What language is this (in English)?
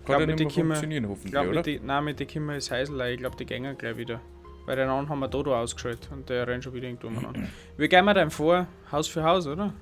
Bavarian